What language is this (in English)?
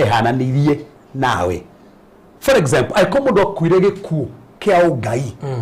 Kikuyu